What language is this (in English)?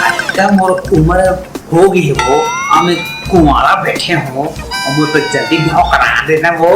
Chhattisgarhi